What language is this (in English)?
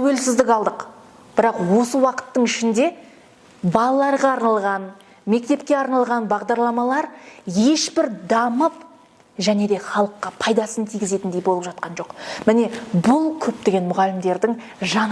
Kazakh